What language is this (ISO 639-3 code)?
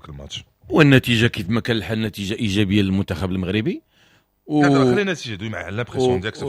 ary